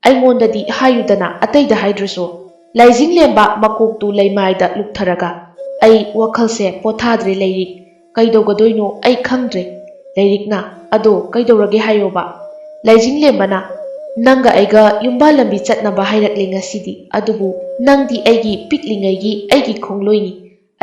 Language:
Manipuri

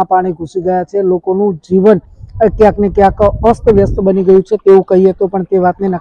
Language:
Gujarati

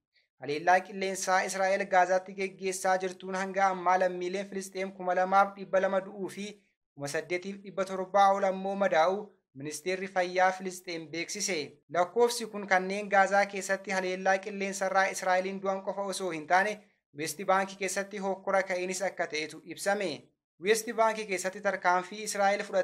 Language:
Oromo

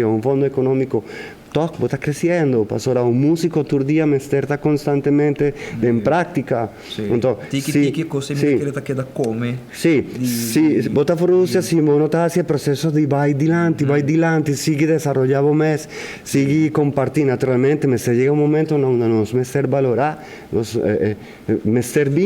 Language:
Papiamento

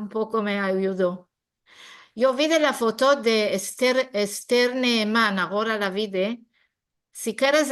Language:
Ladino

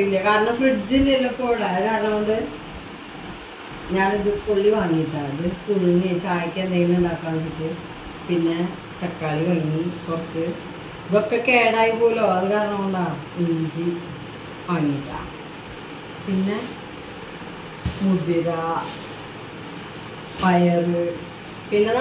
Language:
Malayalam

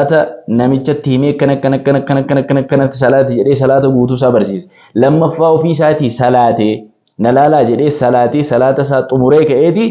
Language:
Oromo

